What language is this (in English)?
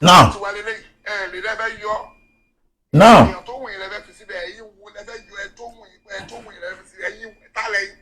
Yoruba